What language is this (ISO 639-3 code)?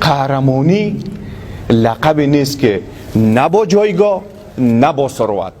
fas